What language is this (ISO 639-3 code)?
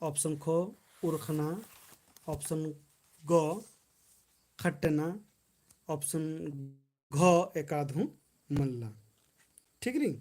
kru